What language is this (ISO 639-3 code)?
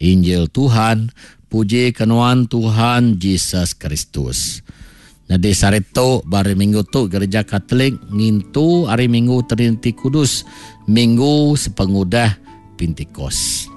iba